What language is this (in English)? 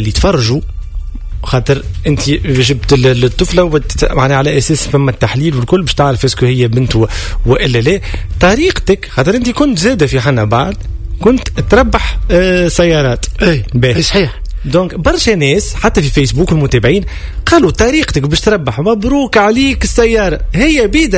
Tunisian Arabic